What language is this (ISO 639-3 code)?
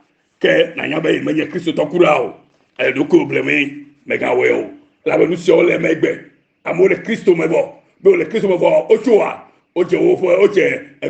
ewe